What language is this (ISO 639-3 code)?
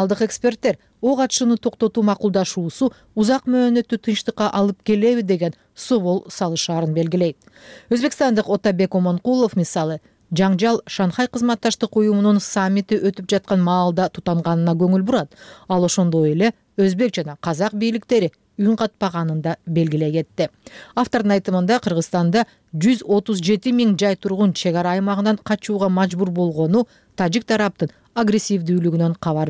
kir